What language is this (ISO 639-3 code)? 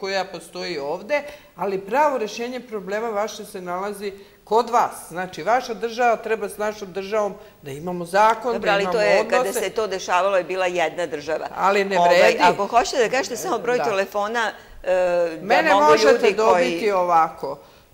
srp